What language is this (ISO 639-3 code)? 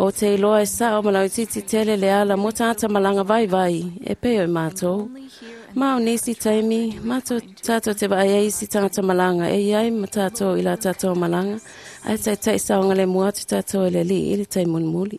smo